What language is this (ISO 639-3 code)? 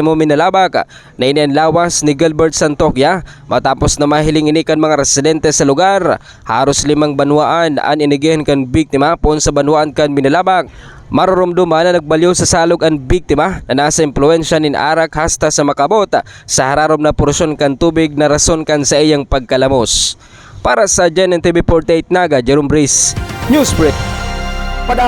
bik